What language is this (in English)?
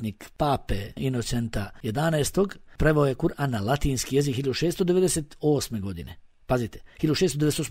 Bosnian